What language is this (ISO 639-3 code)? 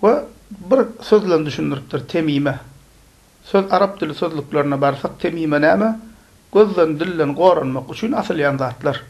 tuk